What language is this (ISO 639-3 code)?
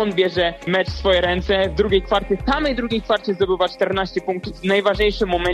pol